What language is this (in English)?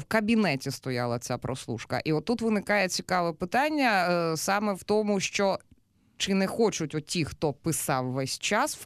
Ukrainian